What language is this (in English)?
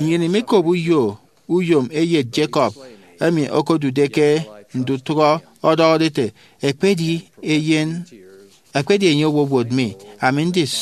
Efik